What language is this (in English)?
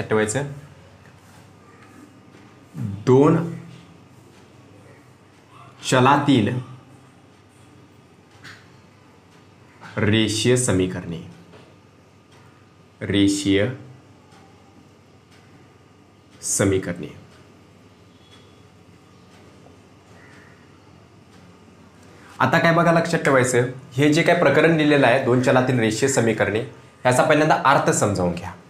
Marathi